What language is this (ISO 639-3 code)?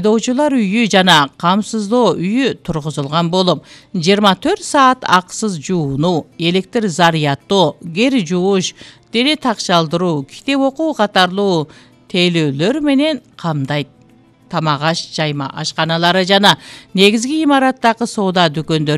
kir